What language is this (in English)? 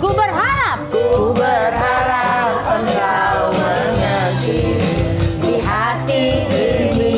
Musi